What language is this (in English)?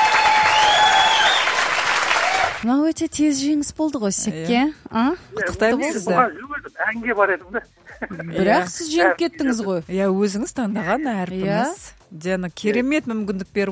Kazakh